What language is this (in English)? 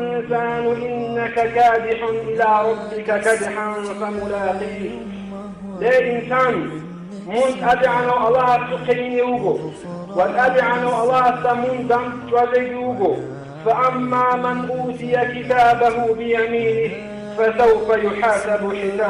Avaric